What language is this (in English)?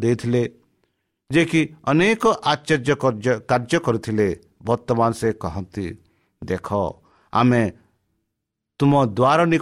Odia